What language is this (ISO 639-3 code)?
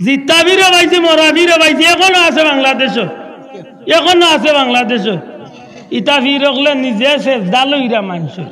syl